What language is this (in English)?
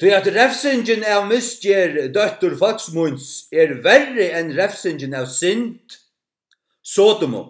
Faroese